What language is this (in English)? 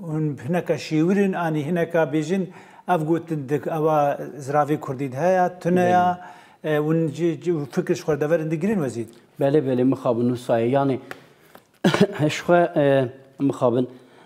Kurdish